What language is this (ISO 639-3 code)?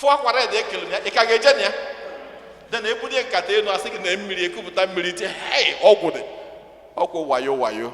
ibo